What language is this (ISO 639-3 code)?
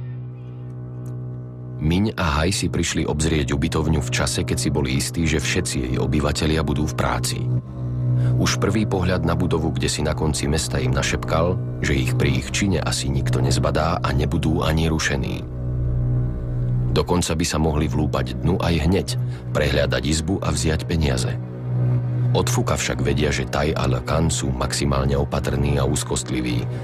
slk